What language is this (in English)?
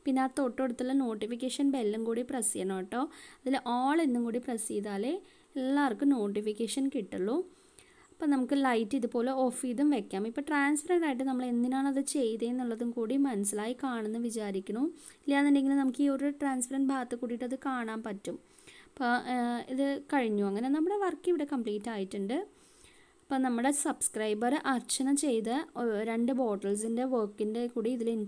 Malayalam